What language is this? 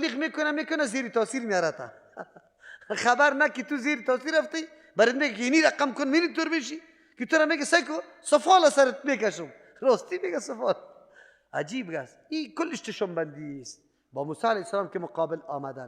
Persian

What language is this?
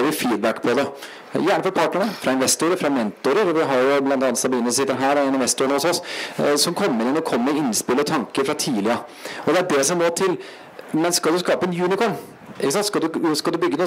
Norwegian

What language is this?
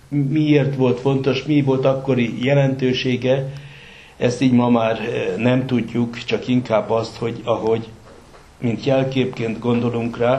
Hungarian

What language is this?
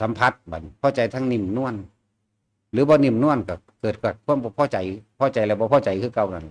Northeastern Thai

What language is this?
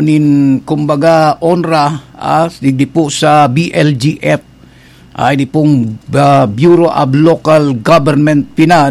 Bikol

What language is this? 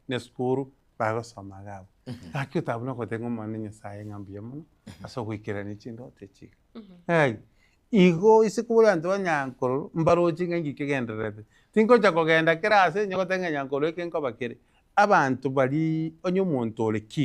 Gusii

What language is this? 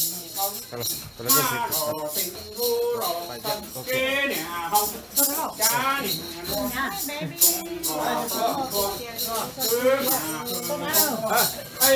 Vietnamese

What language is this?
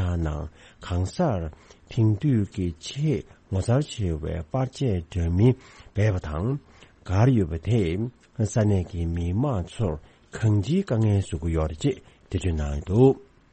Tibetan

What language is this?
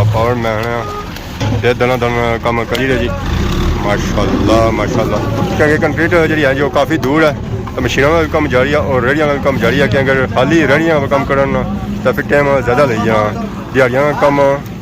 Pahari-Potwari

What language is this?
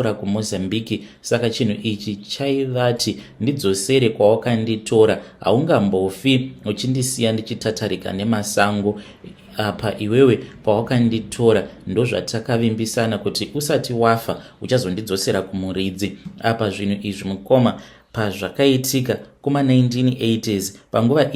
Shona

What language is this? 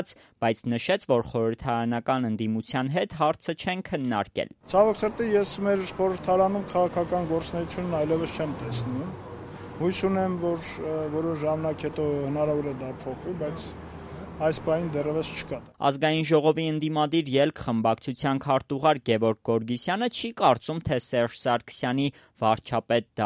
Armenian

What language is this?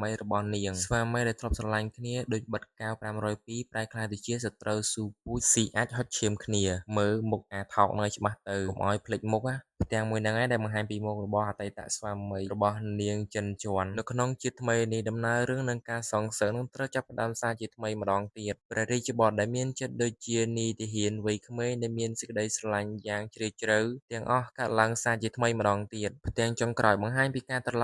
Khmer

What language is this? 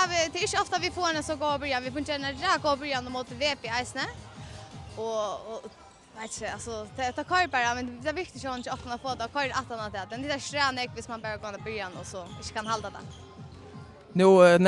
Faroese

